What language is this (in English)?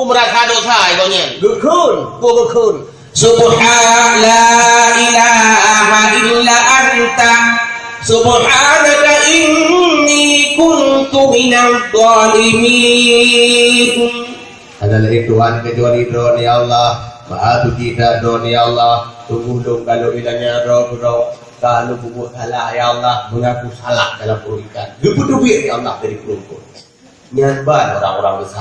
Achinese